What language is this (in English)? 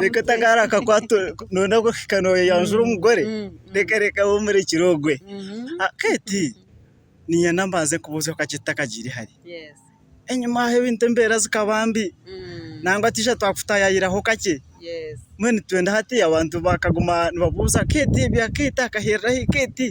Nyankole